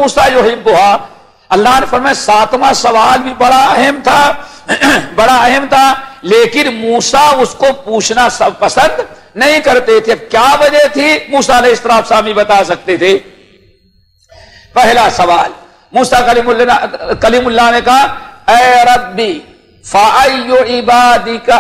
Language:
Urdu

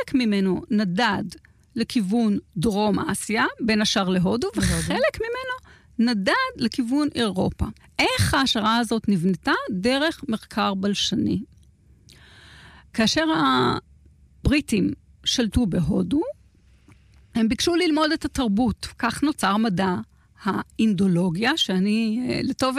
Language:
Hebrew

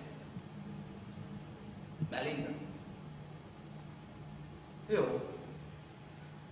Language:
Hungarian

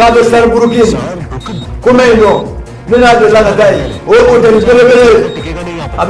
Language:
Bambara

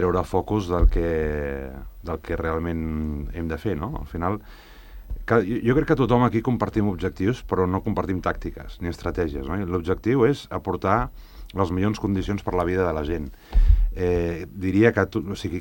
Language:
Catalan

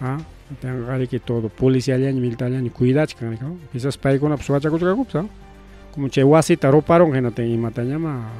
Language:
Ayacucho Quechua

